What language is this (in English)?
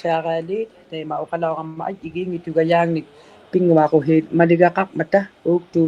Inuktitut